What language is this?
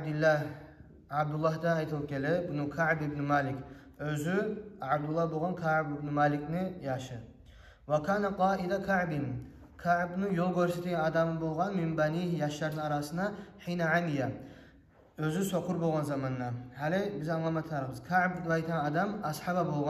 Kumyk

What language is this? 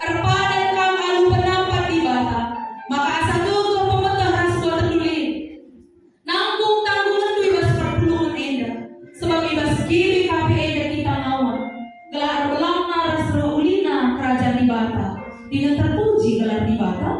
Batak Karo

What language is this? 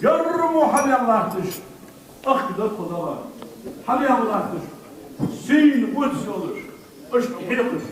Ingush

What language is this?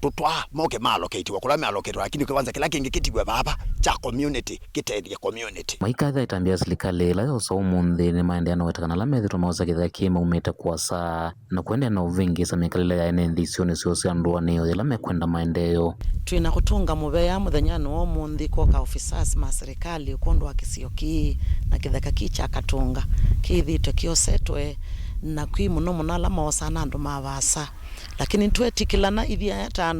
Kamba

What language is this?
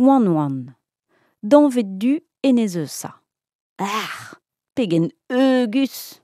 Breton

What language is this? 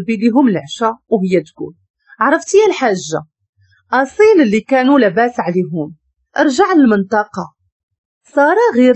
Moroccan Arabic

